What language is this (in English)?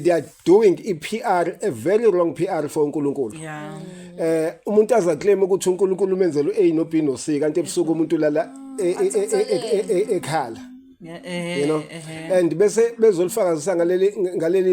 Zulu